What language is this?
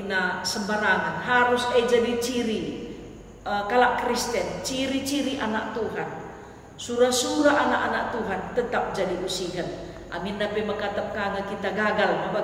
Batak Karo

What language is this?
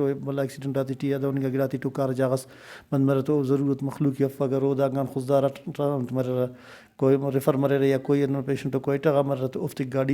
Brahui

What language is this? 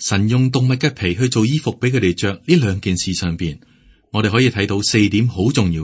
Cantonese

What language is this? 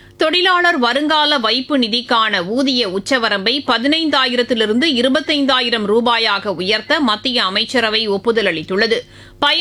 Tamil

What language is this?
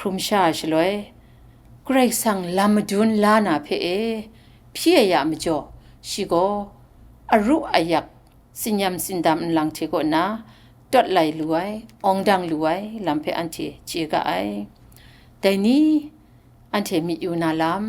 Kachin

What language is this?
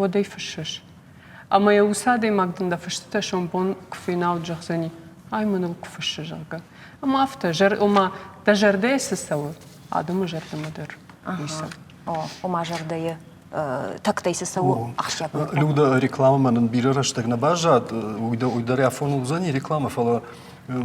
Ossetic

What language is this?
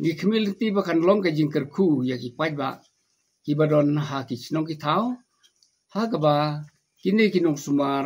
Khasi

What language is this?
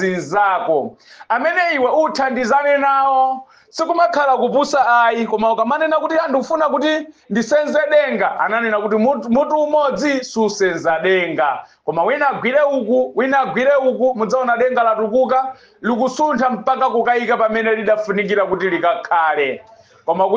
Nyanja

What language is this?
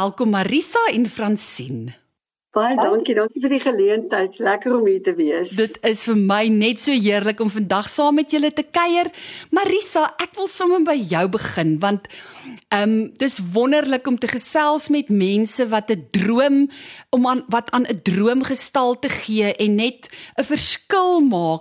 Afrikaans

